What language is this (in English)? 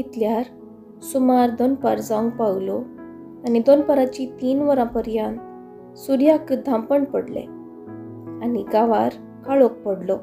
Konkani